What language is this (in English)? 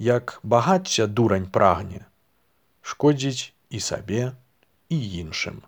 Belarusian